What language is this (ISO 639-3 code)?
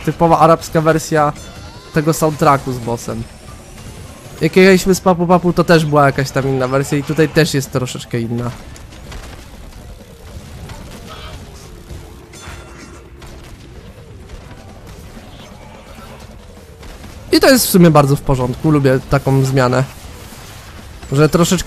pol